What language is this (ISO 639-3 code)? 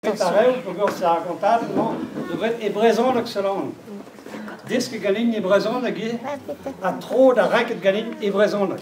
bre